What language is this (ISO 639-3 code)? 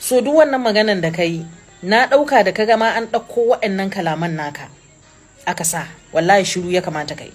hau